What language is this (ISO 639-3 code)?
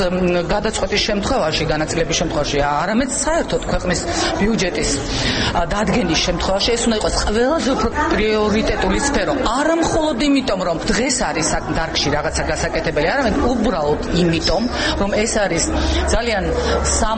kat